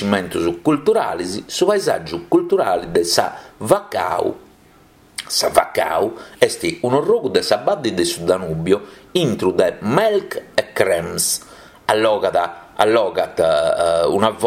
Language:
Sardinian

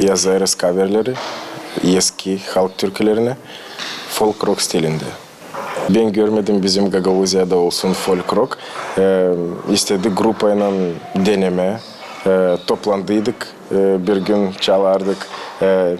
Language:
Gagauz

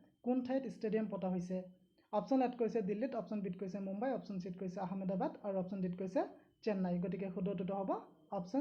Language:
Assamese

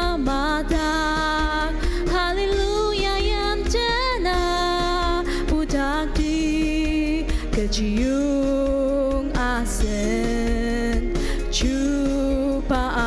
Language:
Ao Naga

